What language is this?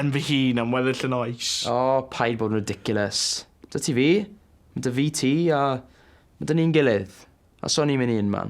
Welsh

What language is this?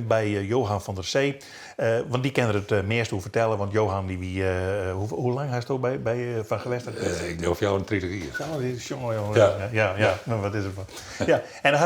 Western Frisian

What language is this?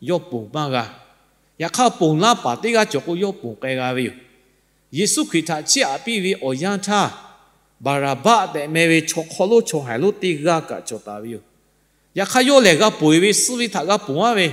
Lahu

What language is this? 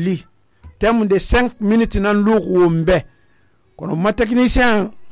Susu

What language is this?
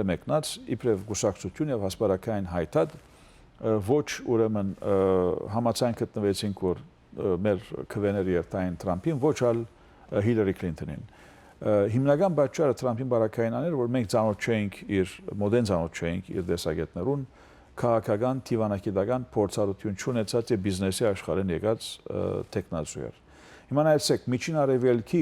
Western Armenian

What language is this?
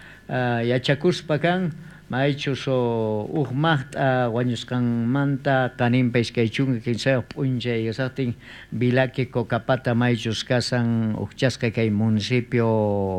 South Bolivian Quechua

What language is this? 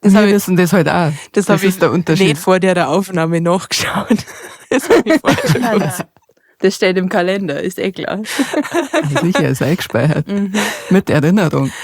Bavarian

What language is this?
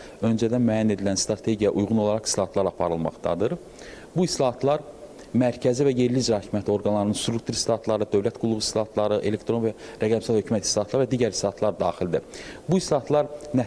Azerbaijani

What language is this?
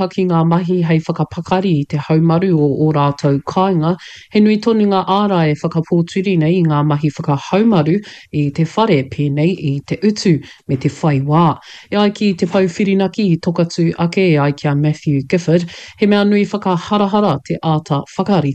Māori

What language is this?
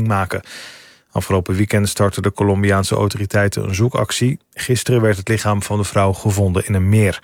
Dutch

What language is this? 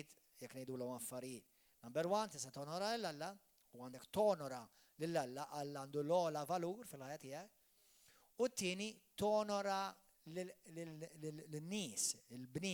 Maltese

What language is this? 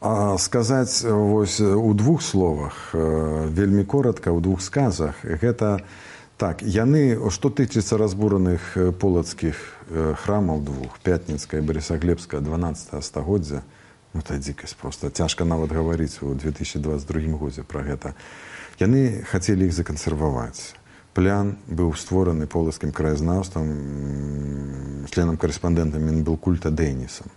Belarusian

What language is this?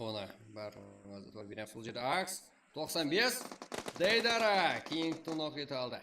Kara-Kalpak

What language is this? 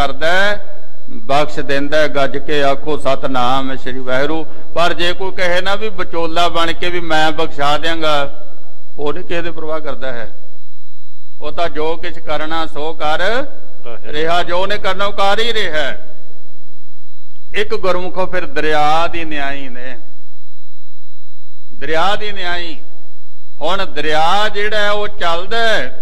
Punjabi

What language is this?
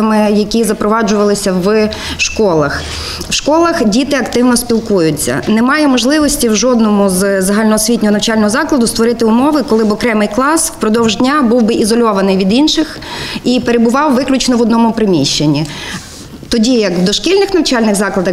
Ukrainian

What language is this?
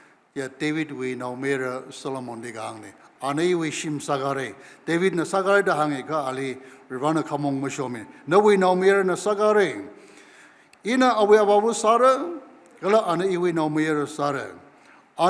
Tangkhul Naga (India)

